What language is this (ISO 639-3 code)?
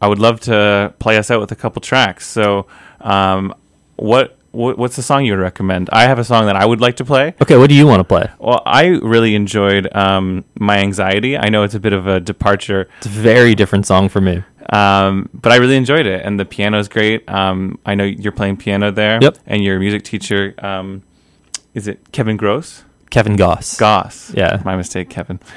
eng